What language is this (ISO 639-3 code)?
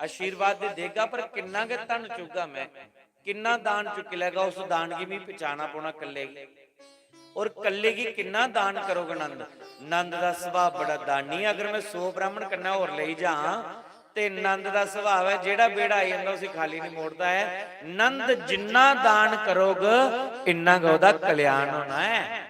doi